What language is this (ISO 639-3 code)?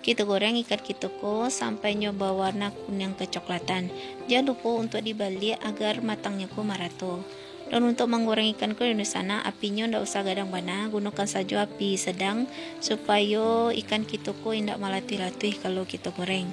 min